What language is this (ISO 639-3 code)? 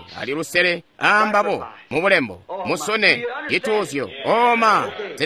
toi